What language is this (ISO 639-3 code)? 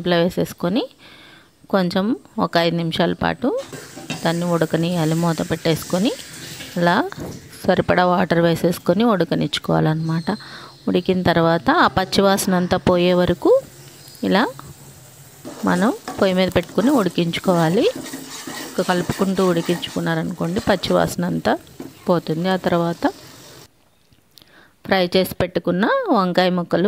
tel